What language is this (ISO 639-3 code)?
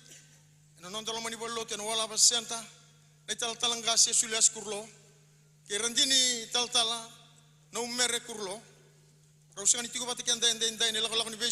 fij